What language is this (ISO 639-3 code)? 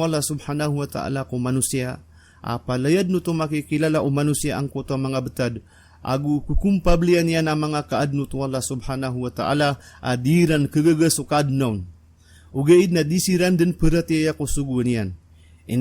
mrw